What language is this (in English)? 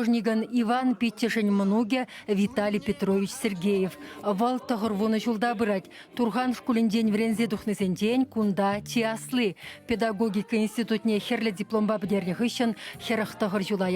Chuvash